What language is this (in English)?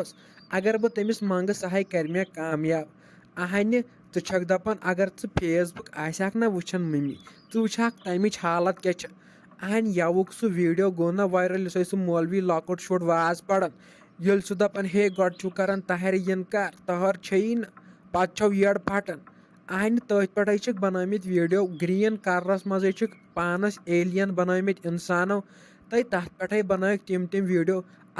Kashmiri